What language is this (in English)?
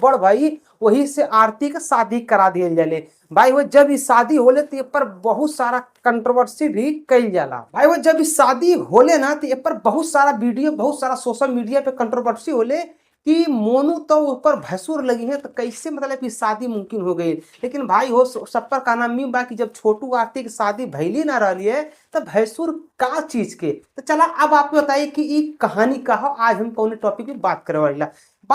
Bhojpuri